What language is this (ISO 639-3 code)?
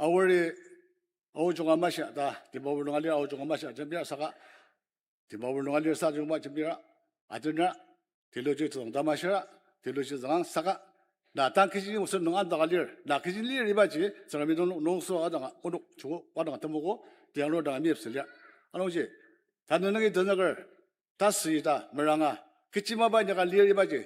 njo